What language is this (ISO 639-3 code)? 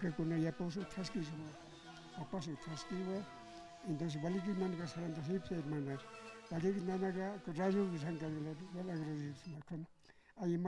aym